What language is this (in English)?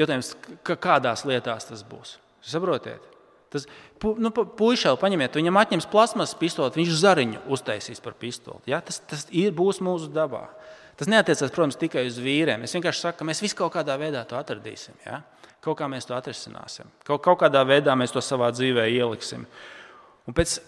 Latvian